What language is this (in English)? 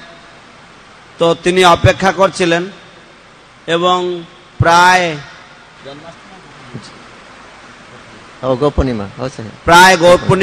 Bangla